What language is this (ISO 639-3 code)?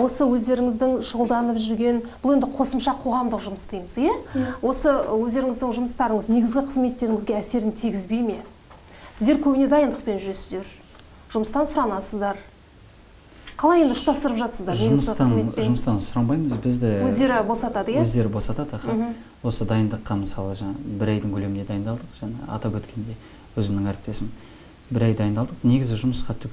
kaz